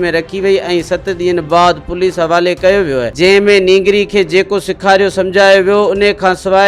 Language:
Sindhi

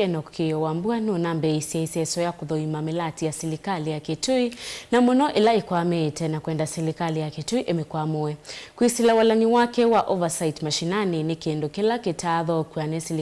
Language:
Kamba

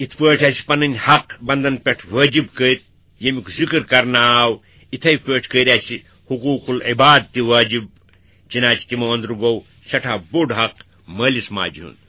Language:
Kashmiri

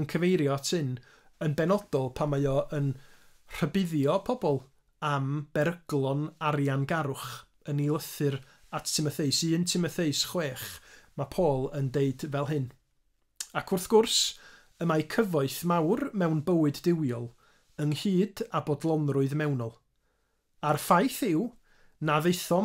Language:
Welsh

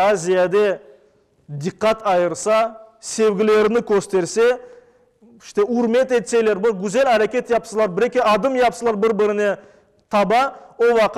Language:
Crimean Tatar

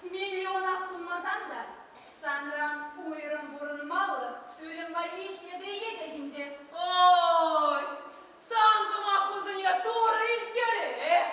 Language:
Chuvash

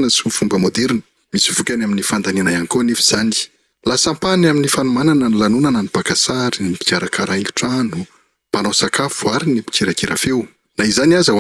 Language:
Malagasy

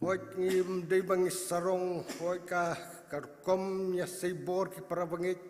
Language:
Khasi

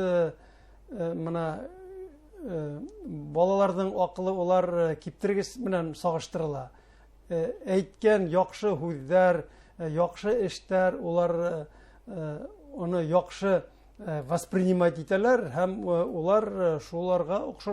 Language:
Bashkir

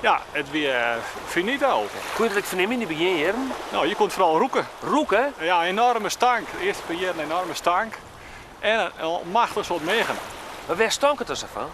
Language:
Western Frisian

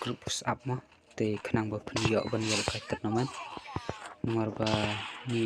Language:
Khasi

